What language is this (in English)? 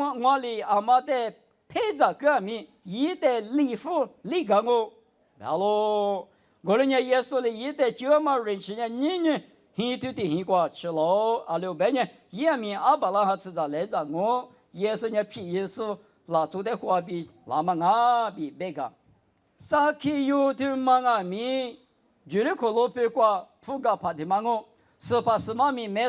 Lisu